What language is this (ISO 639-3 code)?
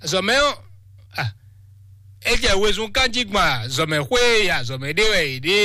fon